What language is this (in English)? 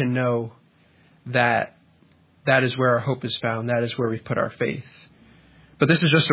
English